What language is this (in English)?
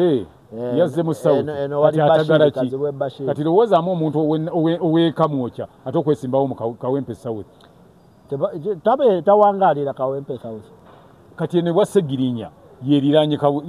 Ganda